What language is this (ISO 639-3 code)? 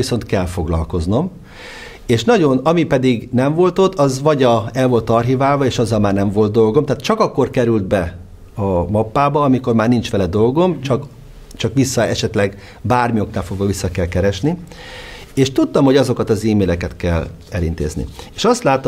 hun